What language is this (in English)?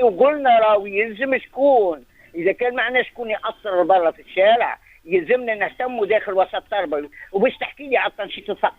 Tunisian Arabic